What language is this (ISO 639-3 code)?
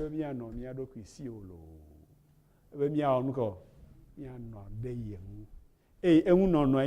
ewe